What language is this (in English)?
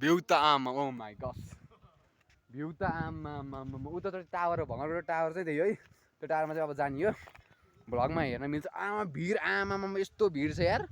Nepali